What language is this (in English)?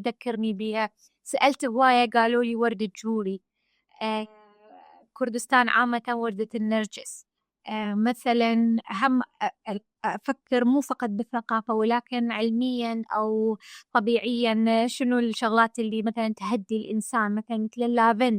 Mesopotamian Arabic